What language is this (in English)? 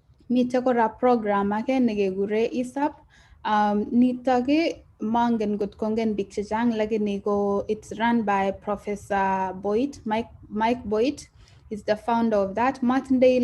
Kalenjin